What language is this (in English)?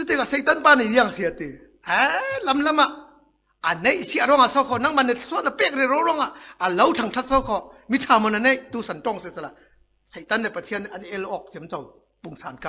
Falam Chin